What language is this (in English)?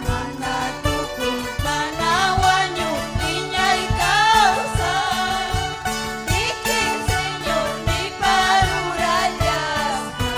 Ayacucho Quechua